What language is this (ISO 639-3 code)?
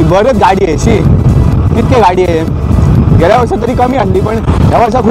kok